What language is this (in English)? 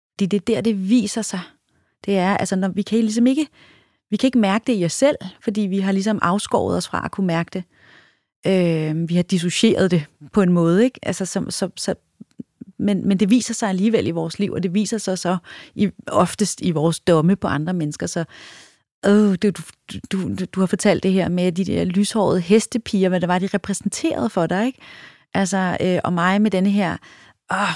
Danish